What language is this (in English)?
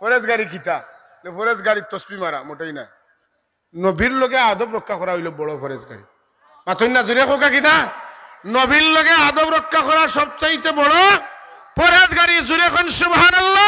Sylheti